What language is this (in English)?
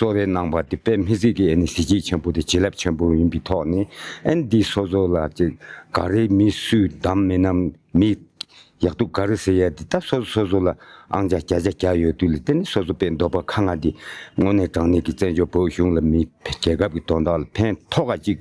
Tibetan